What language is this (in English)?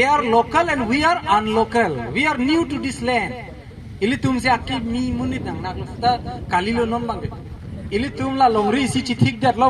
Karbi